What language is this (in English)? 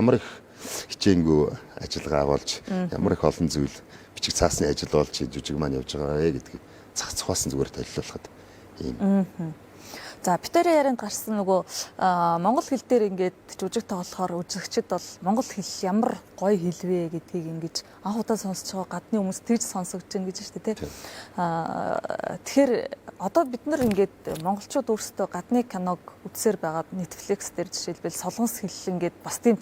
Mongolian